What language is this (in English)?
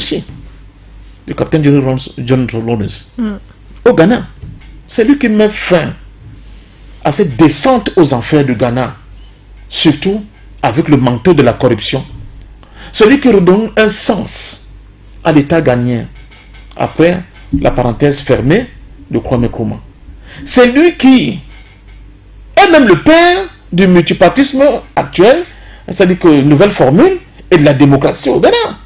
French